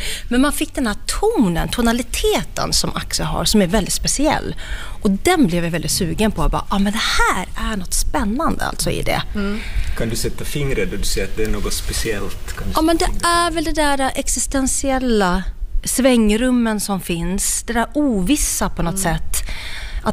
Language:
Swedish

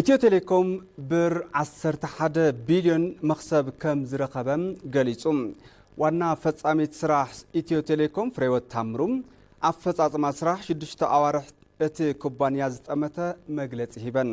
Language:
Tigrinya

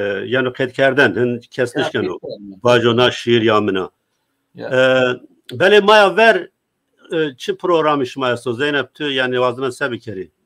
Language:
Zaza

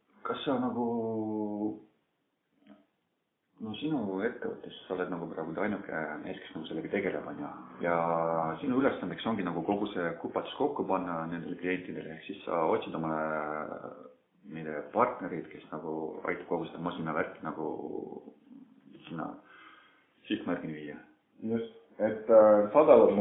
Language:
Estonian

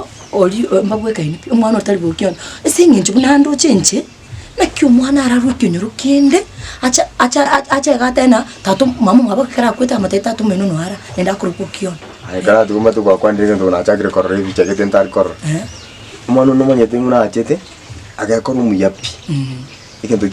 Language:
Gusii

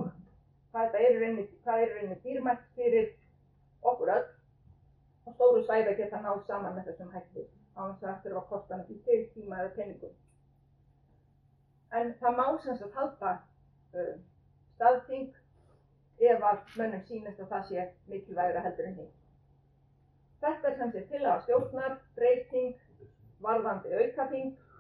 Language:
Icelandic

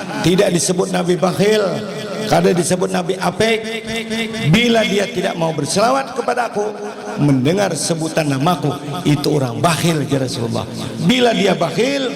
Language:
Banjar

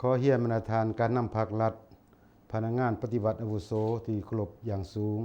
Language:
Lao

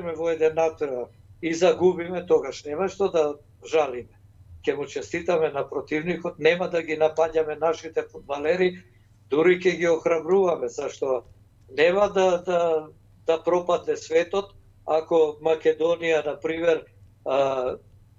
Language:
Macedonian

